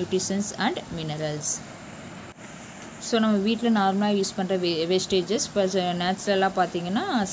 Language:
Tamil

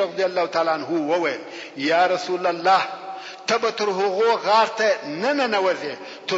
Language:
Pashto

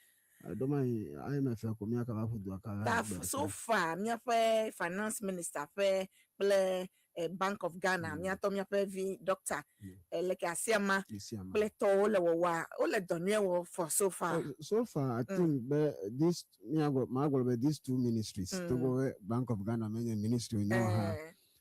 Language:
Ewe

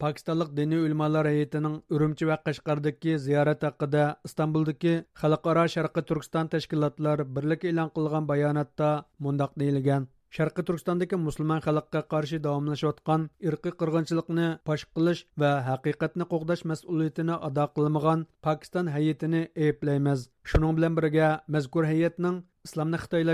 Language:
Uyghur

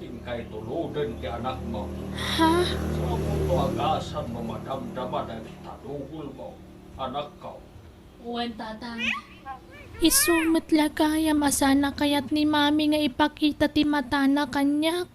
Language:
Iloko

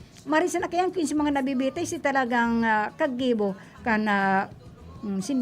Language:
Bikol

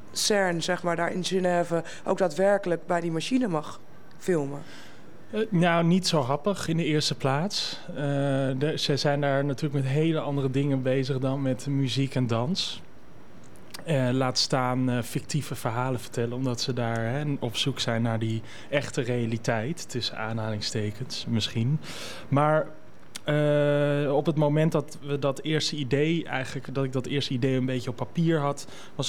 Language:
Dutch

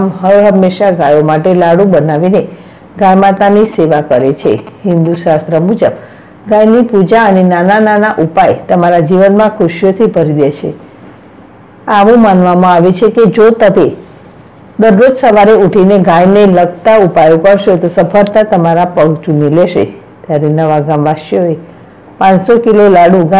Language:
Gujarati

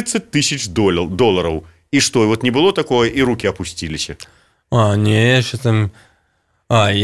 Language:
Belarusian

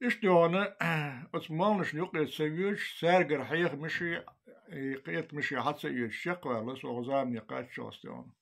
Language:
Chechen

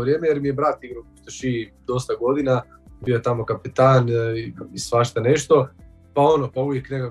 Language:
Croatian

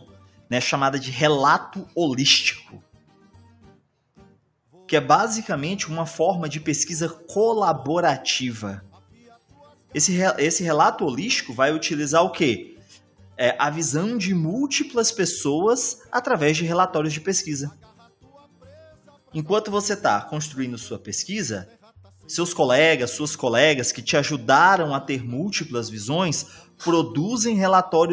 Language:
Portuguese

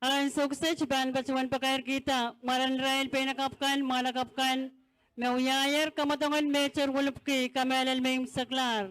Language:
Pohnpeian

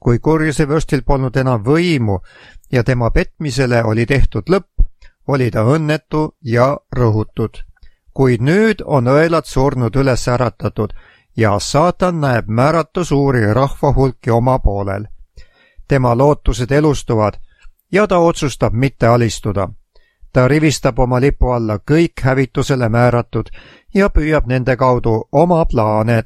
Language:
Estonian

